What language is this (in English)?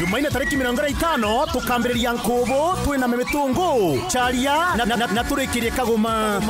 Meru